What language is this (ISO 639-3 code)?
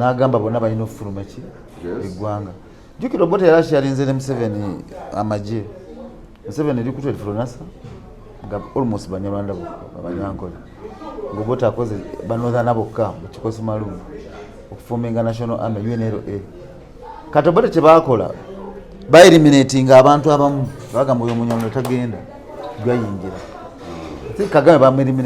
lug